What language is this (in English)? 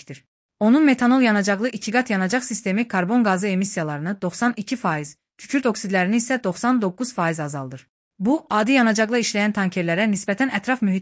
Azerbaijani